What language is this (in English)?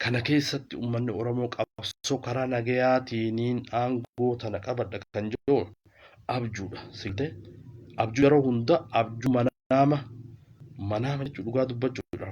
Oromo